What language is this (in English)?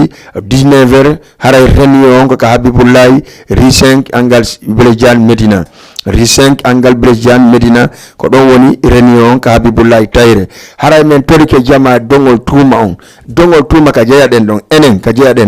Fula